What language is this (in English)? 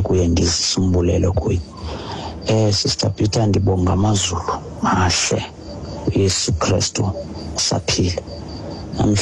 Xhosa